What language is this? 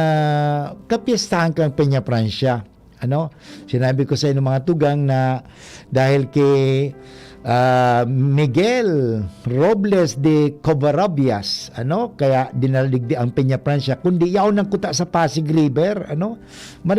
Bikol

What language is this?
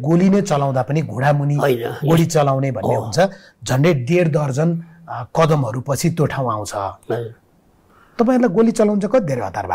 Nepali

